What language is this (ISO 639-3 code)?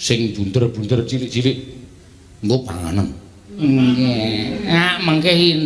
jav